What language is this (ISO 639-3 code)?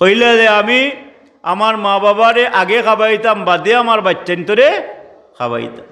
syl